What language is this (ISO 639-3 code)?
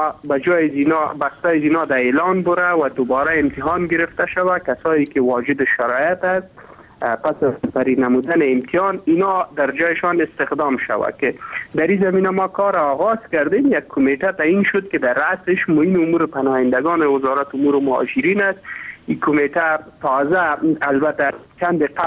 fas